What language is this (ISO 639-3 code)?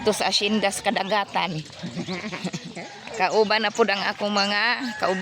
ceb